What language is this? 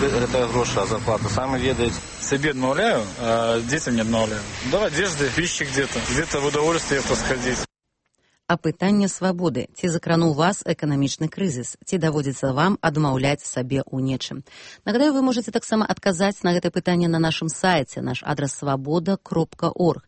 Belarusian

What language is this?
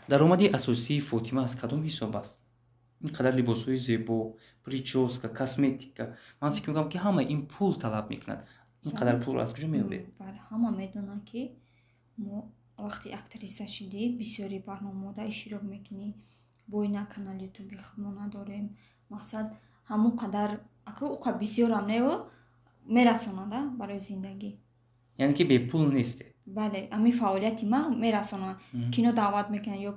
Tajik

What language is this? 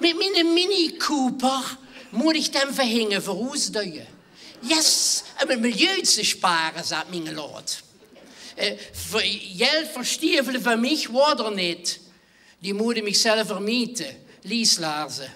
Limburgish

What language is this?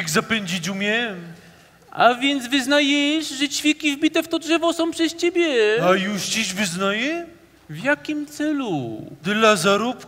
Polish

